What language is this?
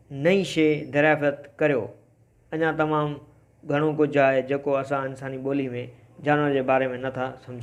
Sindhi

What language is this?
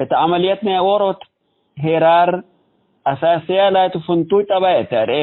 Tigre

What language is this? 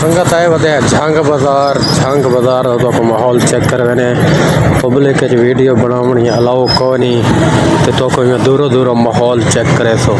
Saraiki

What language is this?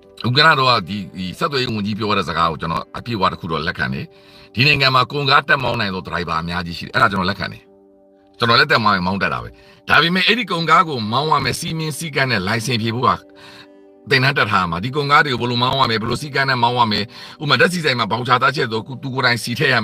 Burmese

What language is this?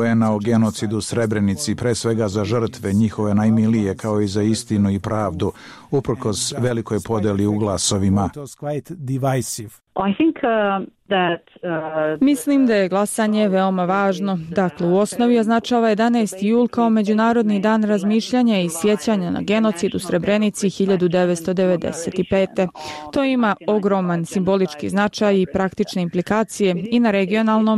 Bosnian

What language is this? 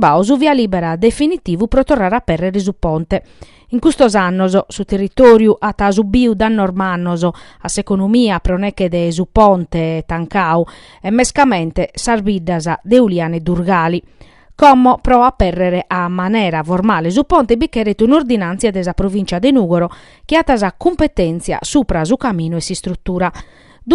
Sardinian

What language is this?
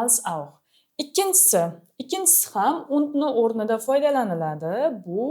Uzbek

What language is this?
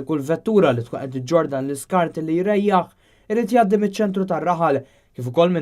Maltese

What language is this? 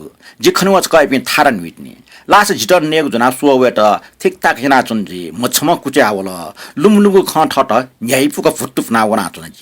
Newari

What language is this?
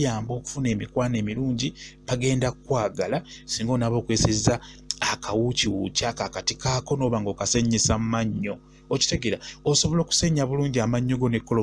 Ganda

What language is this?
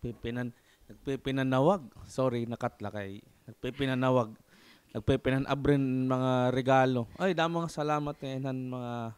Waray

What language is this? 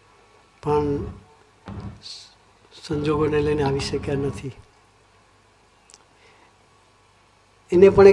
Gujarati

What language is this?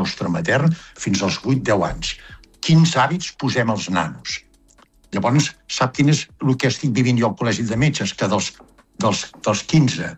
Catalan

